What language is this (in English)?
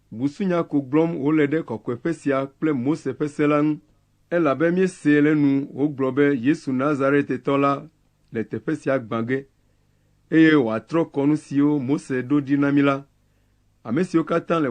Ewe